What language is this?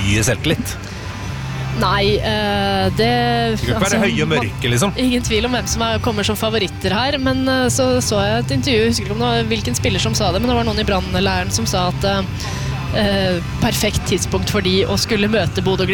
Norwegian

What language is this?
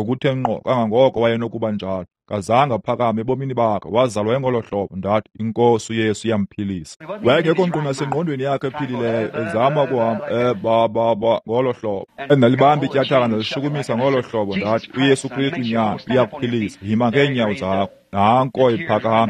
Xhosa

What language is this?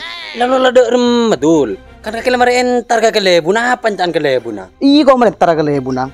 Madurese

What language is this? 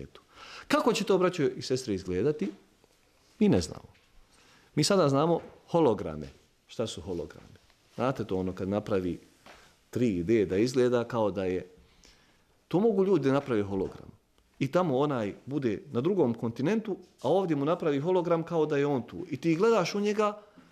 Bosnian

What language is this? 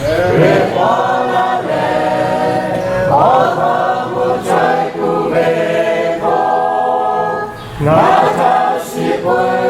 Lahu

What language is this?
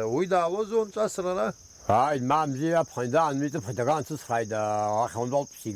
Abkhazian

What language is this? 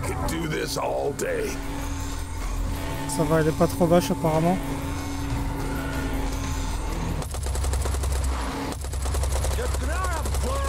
French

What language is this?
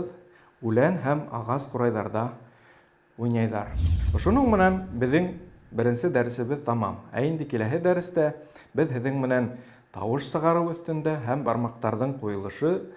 Bashkir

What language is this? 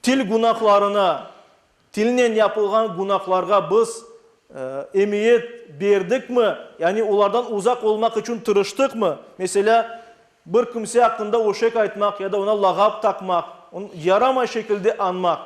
Crimean Tatar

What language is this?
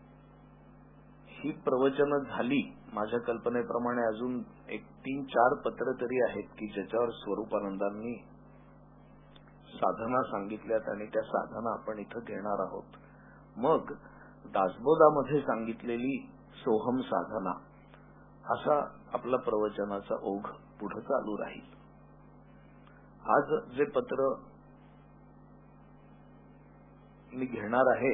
Marathi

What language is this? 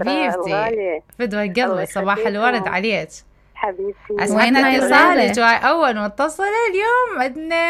Mesopotamian Arabic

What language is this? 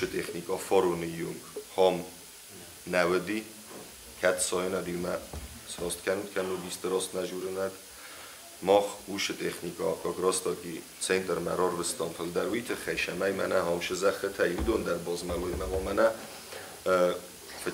Ossetic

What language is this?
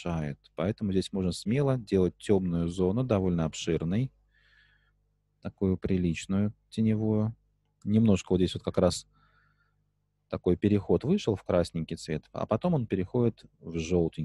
Russian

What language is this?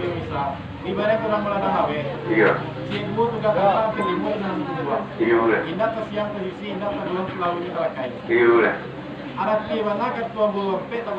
Minangkabau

